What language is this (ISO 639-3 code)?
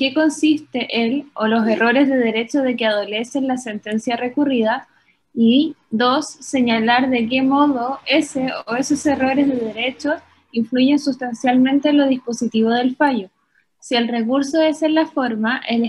spa